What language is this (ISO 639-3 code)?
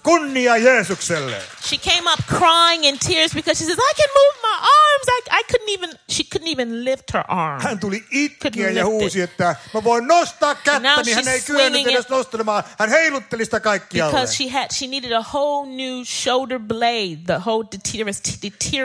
fin